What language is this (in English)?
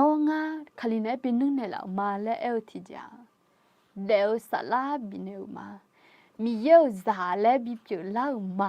Akha